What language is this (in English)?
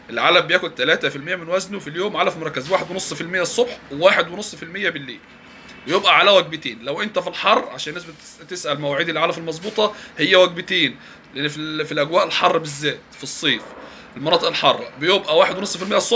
Egyptian Arabic